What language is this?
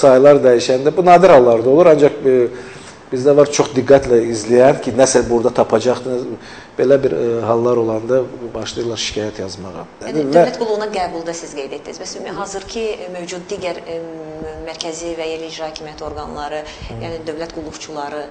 Azerbaijani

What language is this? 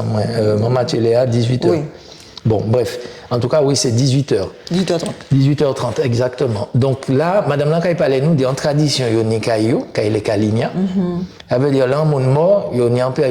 Guadeloupean Creole French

